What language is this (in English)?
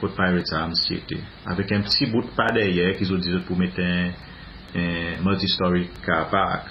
Seselwa Creole French